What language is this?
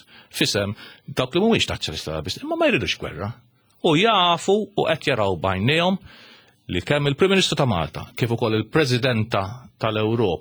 Maltese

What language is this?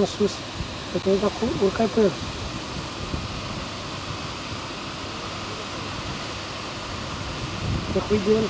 Romanian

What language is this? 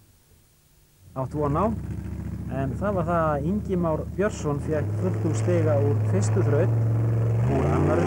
Icelandic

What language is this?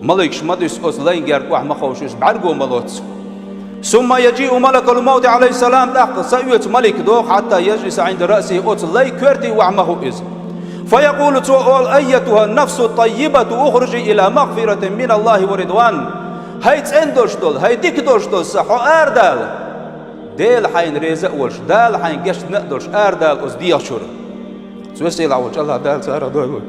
Chechen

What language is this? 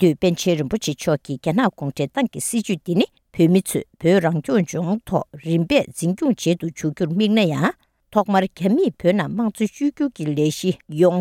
Tibetan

